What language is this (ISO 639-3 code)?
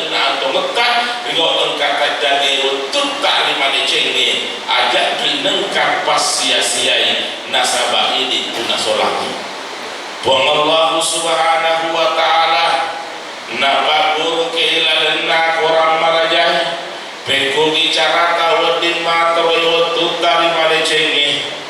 bug